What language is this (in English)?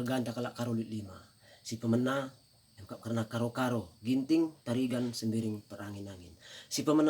Batak Karo